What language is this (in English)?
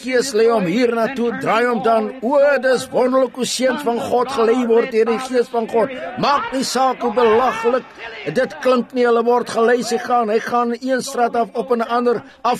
Afrikaans